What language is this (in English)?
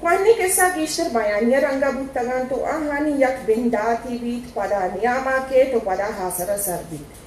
Eastern Balochi